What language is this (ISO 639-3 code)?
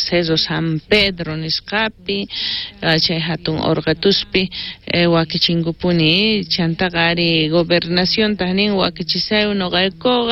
quh